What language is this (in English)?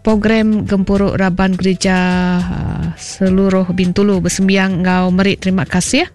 Iban